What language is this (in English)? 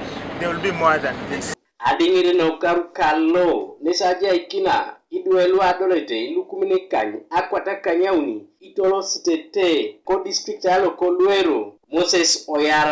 Teso